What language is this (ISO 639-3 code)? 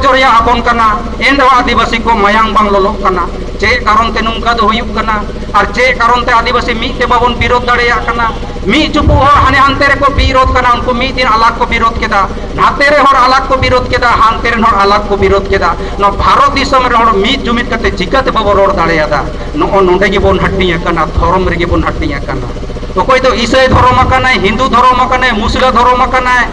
sat